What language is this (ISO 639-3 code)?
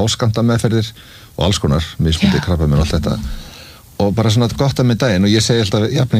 isl